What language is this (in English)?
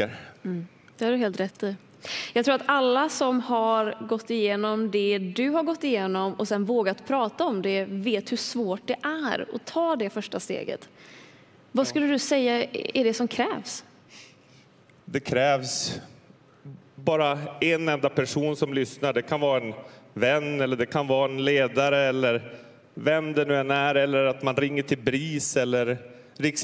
Swedish